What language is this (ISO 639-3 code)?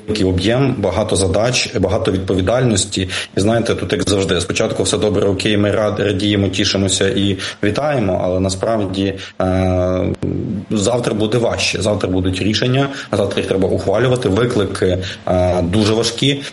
ukr